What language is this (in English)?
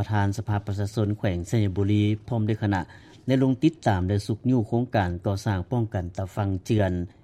Lao